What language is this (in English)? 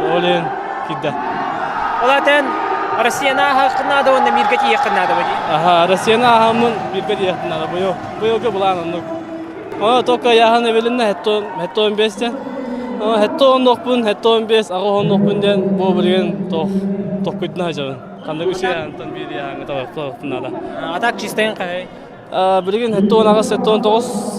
Yakut